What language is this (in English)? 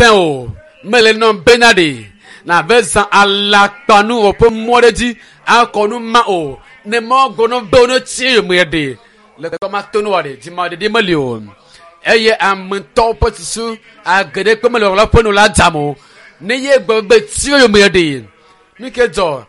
Ewe